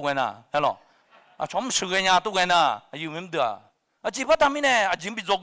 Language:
Akha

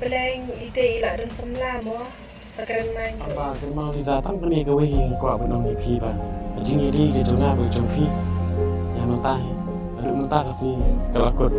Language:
Khasi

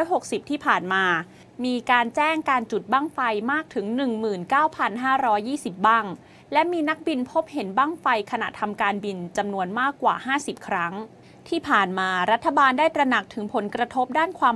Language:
Thai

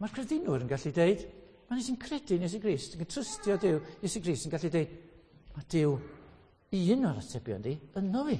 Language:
Welsh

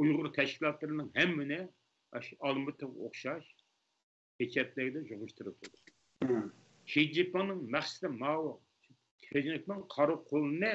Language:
Uyghur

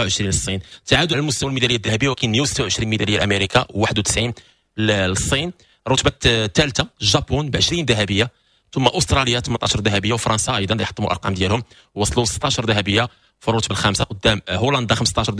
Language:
Moroccan Arabic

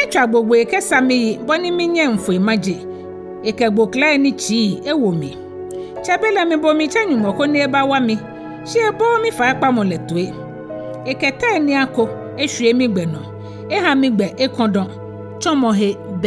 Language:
Ga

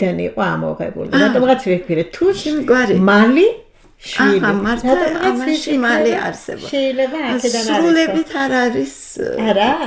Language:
Georgian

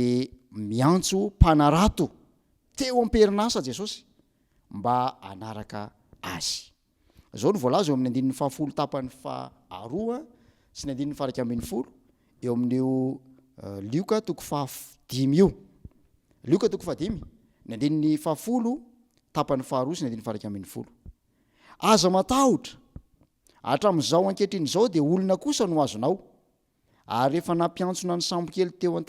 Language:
Malagasy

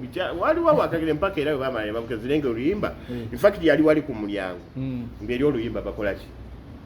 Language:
Ganda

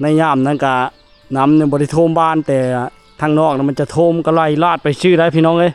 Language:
Lao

